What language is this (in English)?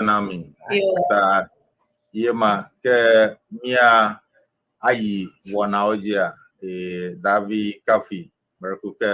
Ewe